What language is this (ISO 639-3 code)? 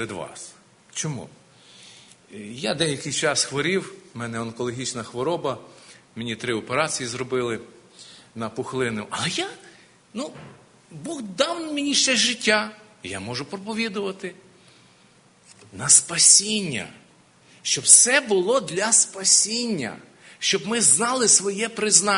ukr